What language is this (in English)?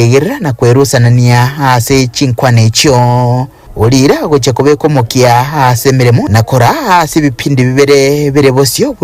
Gusii